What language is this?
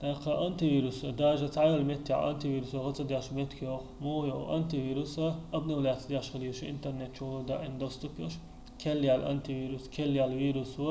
Chechen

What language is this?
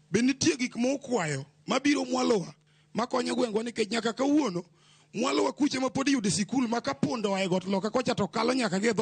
Luo (Kenya and Tanzania)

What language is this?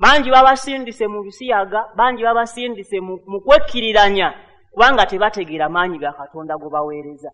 Ganda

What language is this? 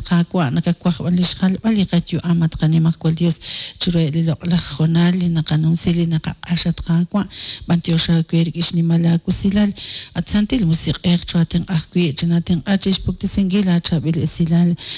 Kekchí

